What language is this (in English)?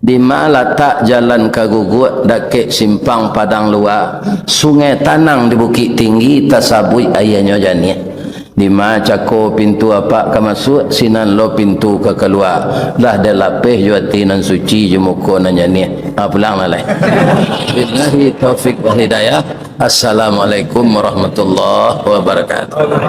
Minangkabau